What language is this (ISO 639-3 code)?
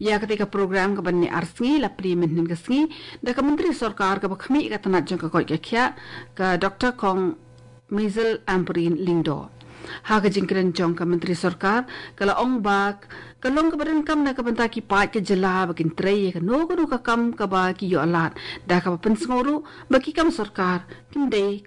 kha